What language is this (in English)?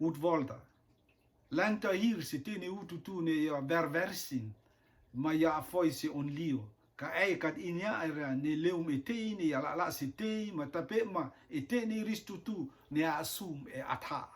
Rotuman